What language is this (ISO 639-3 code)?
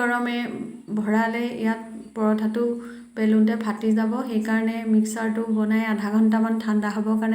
asm